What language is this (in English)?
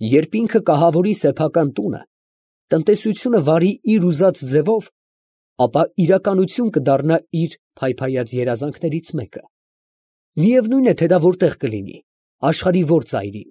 Armenian